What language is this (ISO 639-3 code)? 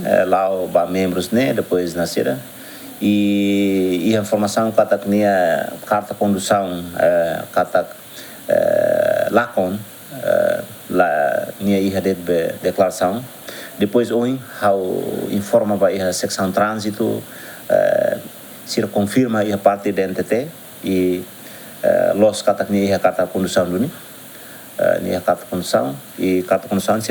tet